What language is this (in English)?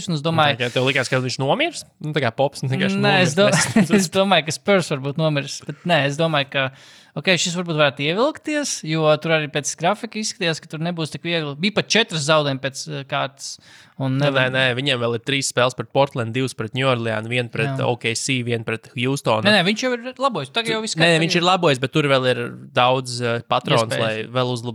Latvian